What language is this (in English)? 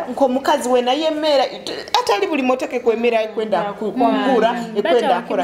Tooro